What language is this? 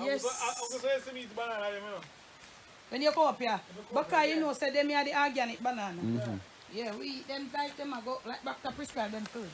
Jamaican Creole English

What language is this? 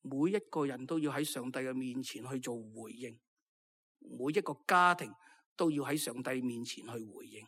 Cantonese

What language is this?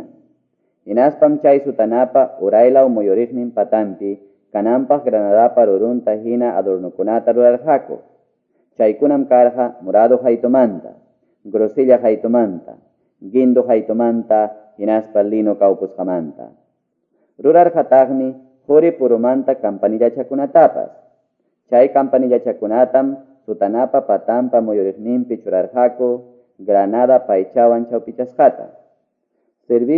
Quechua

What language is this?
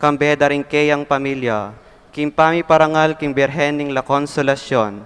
Pampanga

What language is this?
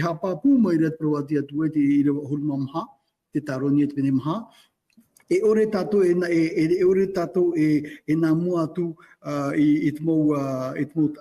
Tahitian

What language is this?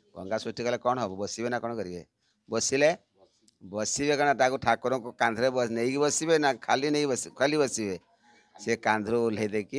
Odia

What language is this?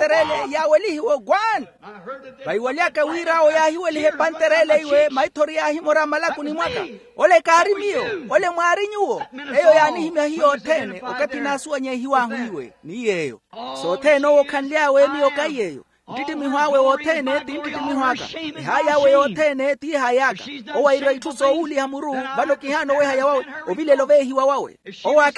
Makhuwa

